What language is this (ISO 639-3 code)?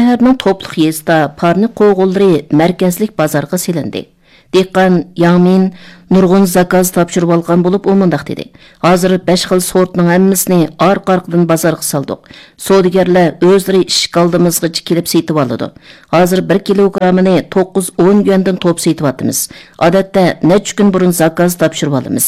uig